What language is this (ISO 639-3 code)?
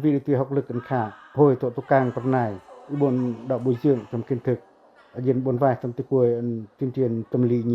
pac